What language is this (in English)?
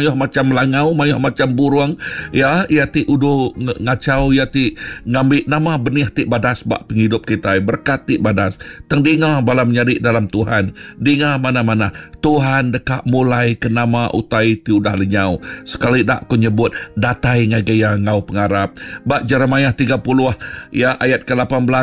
Iban